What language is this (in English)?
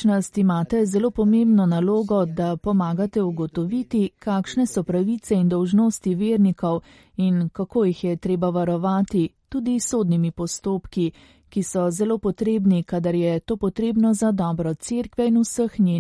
Slovenian